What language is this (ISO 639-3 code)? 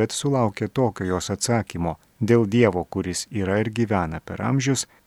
lit